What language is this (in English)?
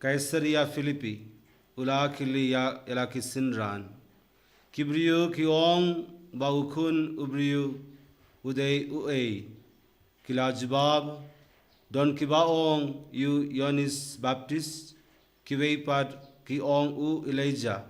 Khasi